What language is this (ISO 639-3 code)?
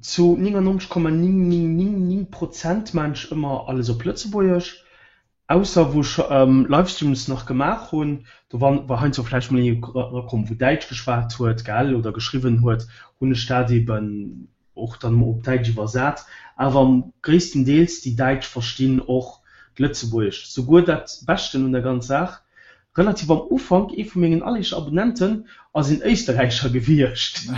ltz